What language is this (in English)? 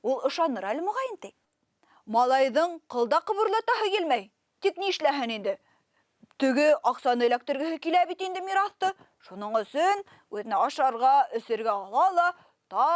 Bashkir